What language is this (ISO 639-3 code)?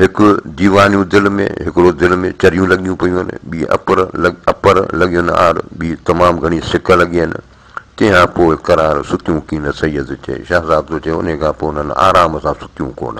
snd